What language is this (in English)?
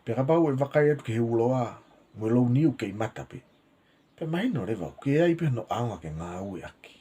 Tongan